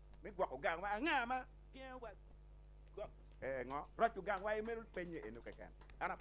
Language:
Acoli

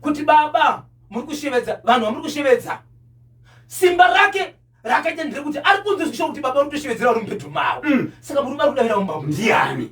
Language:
Shona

